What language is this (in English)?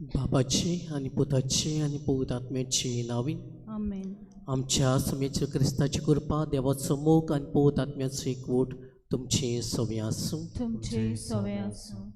Konkani